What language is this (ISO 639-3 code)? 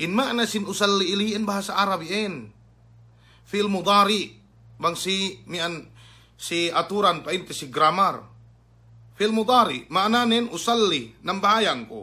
yka